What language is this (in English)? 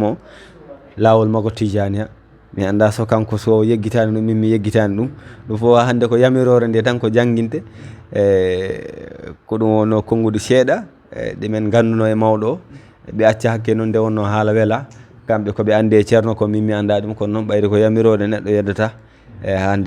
Fula